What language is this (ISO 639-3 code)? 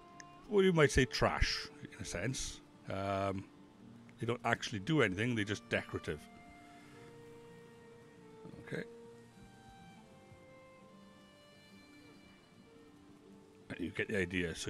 eng